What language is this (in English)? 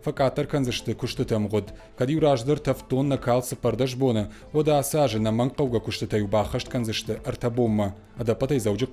Ossetic